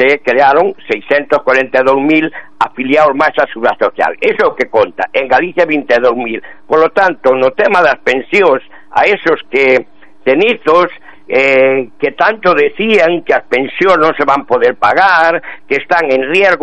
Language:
Galician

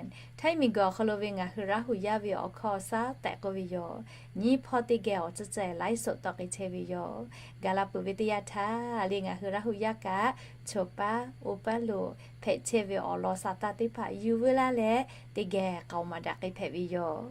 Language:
Lahu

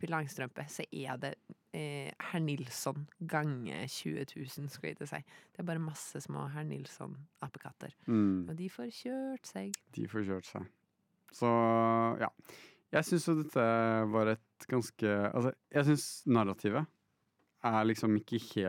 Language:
Norwegian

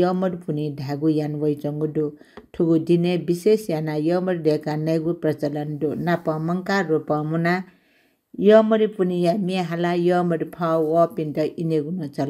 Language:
Newari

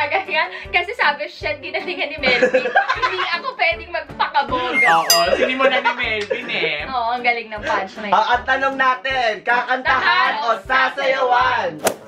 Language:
Filipino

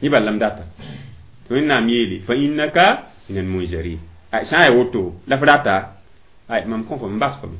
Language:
Mossi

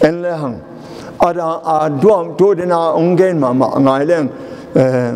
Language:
Tedim Chin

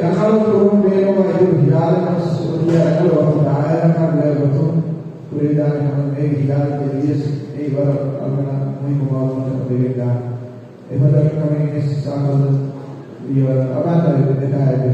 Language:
Divehi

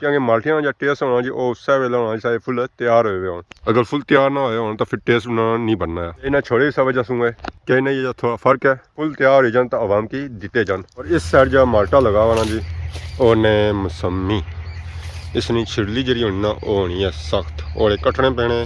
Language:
Pahari-Potwari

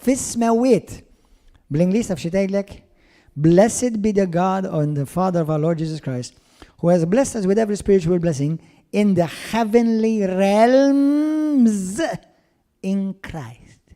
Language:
Maltese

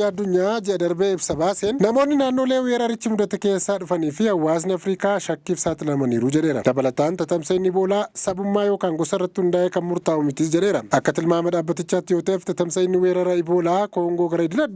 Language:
Oromo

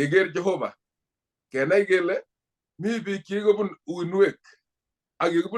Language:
Kalenjin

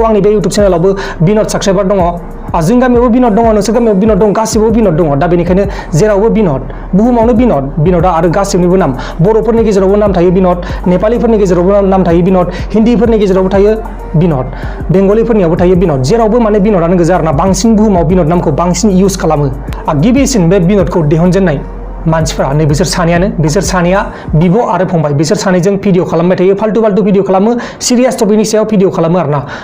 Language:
Bodo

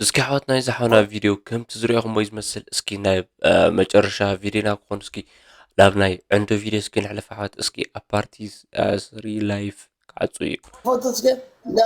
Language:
Tigrinya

